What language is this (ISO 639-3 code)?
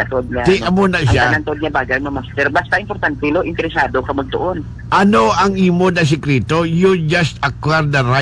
hil